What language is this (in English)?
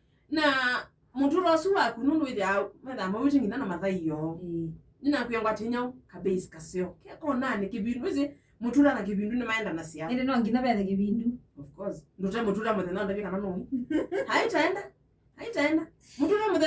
Kamba